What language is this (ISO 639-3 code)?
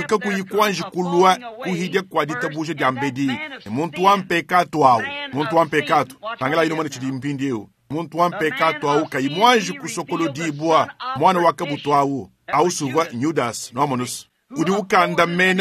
lua